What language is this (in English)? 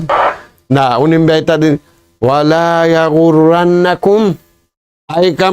Tausug